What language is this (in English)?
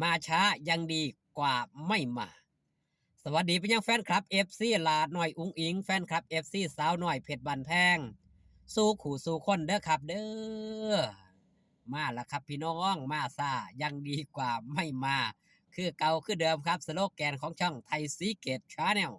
Northeastern Thai